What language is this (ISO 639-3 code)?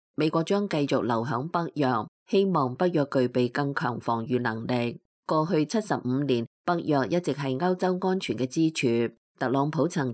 yue